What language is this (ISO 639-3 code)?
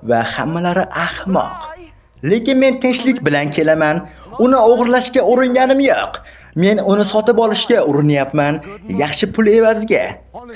uzb